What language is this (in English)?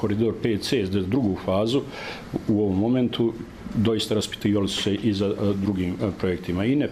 Bosnian